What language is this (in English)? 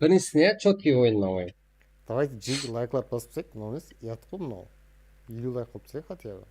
Kara-Kalpak